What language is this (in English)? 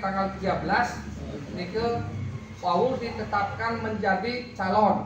Balinese